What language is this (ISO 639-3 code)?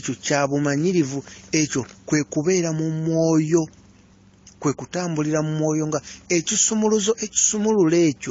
lug